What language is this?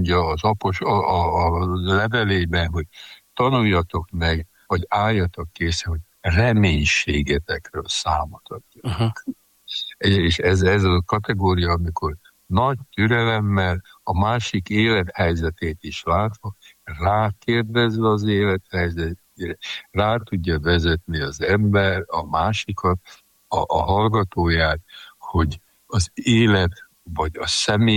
Hungarian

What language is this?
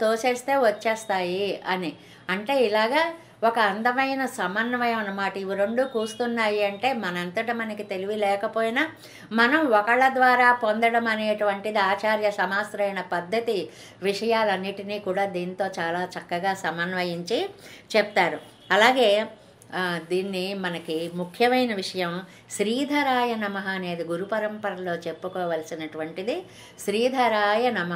Telugu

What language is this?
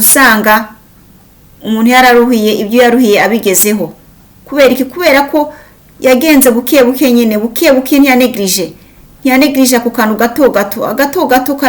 Kinyarwanda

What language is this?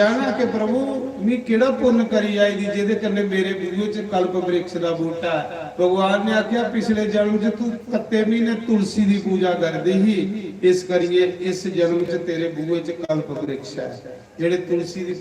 Dogri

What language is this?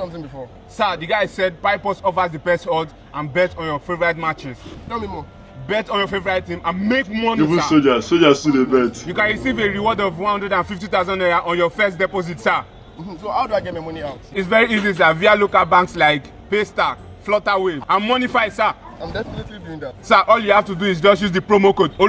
Nigerian Pidgin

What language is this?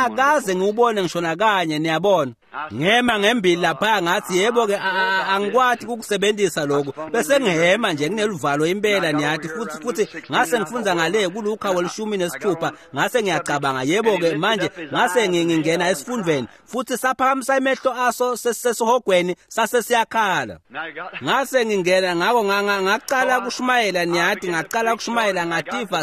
Swati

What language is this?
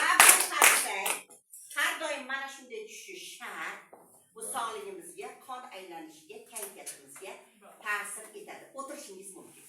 Uzbek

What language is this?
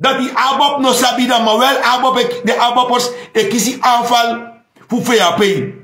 Sranan Tongo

